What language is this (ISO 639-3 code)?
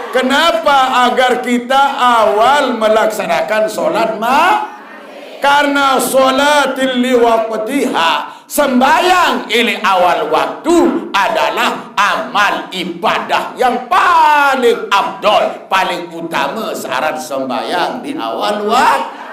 sas